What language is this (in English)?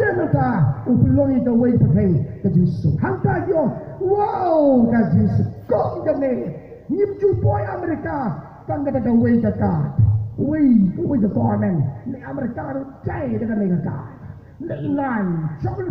Khasi